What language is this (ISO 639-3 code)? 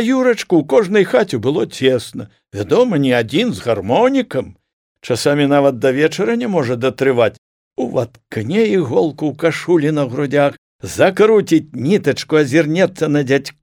bel